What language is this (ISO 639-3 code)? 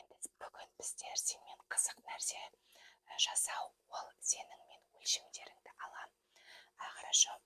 kaz